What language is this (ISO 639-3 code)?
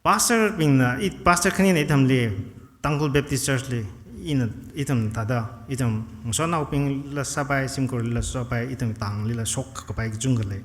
nmf